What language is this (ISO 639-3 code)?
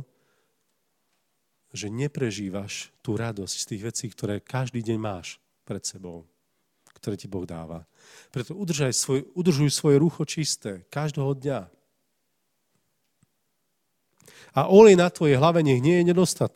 slk